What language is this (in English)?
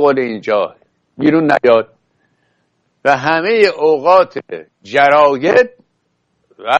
Persian